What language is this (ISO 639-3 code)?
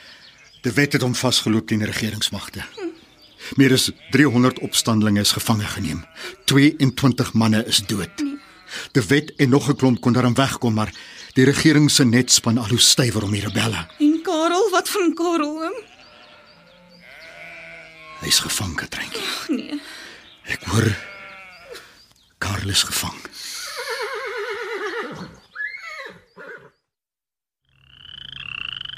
afr